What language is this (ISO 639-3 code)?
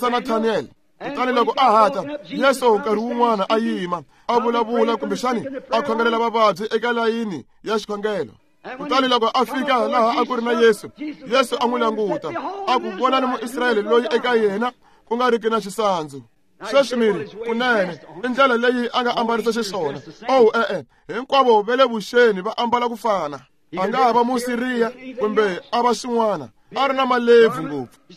tso